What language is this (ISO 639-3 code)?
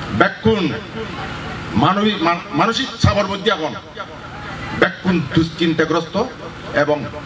ben